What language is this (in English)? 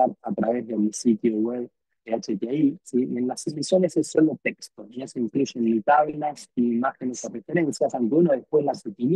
Spanish